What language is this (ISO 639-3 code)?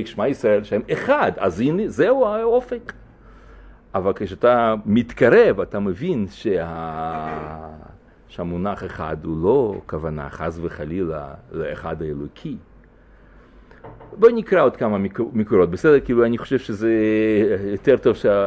heb